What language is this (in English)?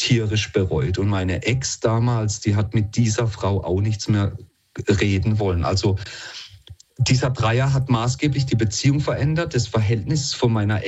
German